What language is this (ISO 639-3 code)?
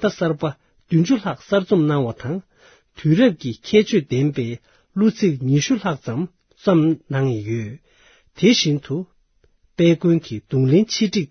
bod